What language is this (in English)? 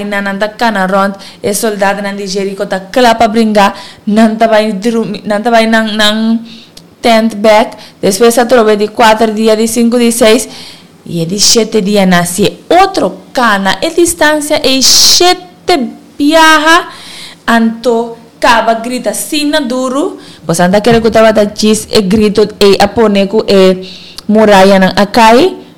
Papiamento